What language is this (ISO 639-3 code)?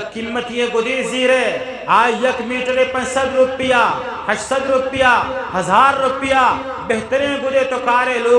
bgp